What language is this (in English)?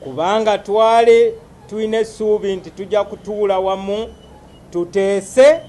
Ganda